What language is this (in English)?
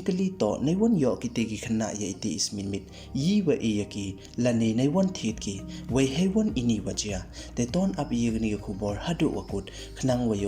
Pnar